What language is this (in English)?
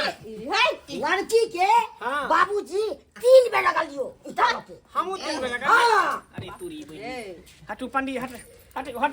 Maithili